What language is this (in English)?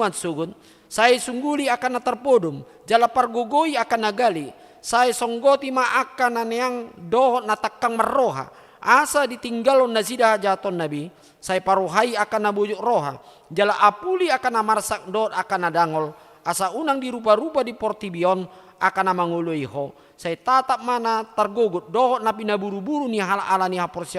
Batak Toba